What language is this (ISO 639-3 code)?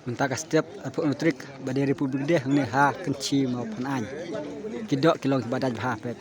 kha